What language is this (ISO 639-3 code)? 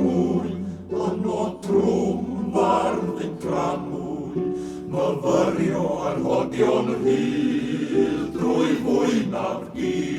cym